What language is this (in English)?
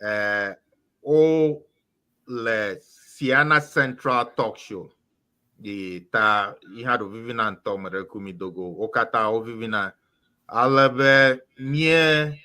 Ewe